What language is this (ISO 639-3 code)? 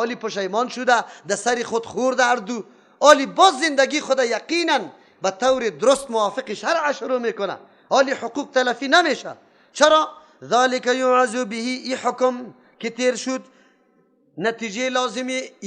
fas